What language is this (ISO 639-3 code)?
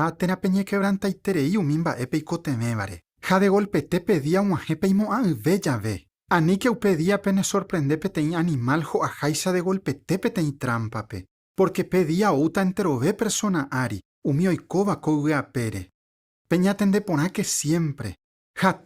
grn